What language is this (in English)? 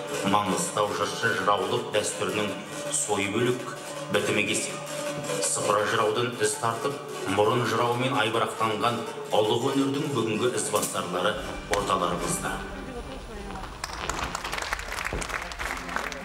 Kazakh